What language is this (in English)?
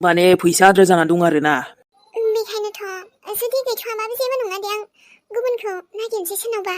Bodo